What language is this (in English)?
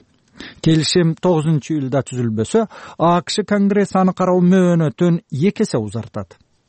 Kyrgyz